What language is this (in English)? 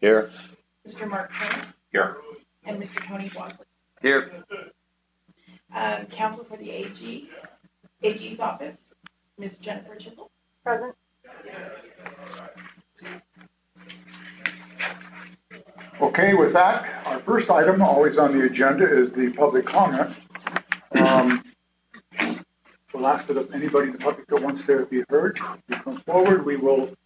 English